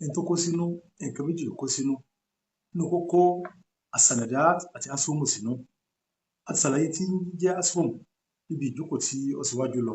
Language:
Yoruba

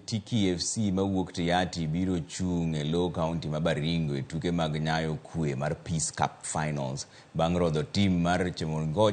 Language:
Luo (Kenya and Tanzania)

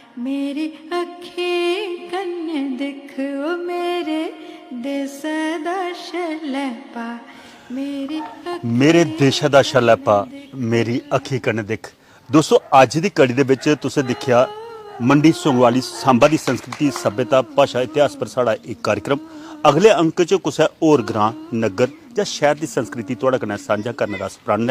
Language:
Dogri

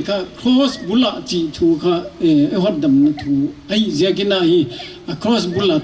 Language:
Paite Chin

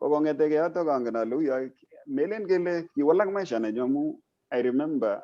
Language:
Kalenjin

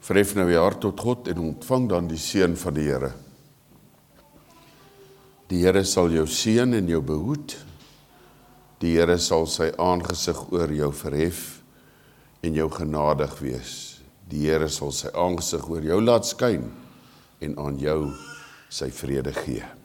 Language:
Afrikaans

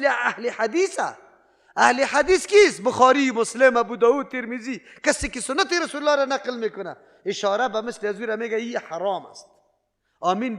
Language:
Persian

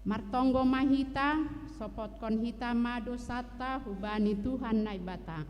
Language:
Batak Simalungun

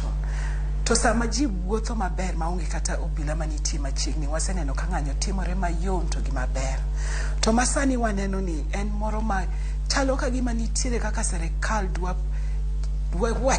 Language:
Luo (Kenya and Tanzania)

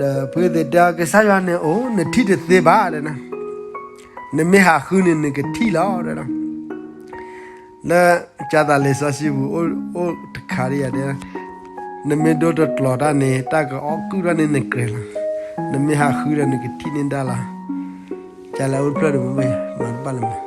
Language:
S'gaw Karen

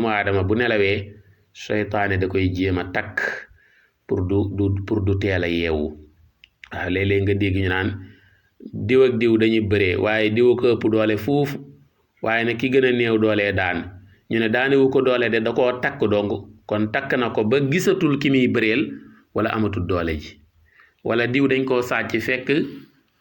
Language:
Wolof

